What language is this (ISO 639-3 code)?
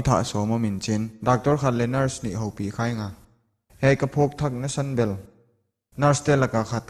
pck